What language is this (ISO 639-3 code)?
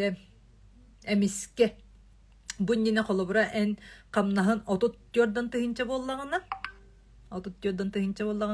sah